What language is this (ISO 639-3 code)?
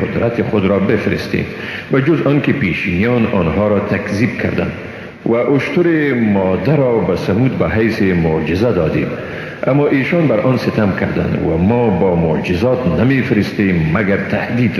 fas